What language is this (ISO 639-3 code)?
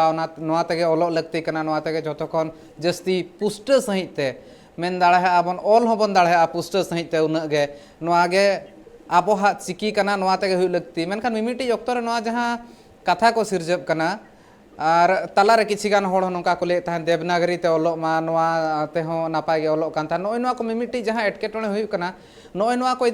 sat